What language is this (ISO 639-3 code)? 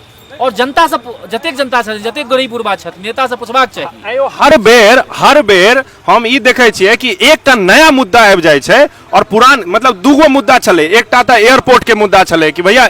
mai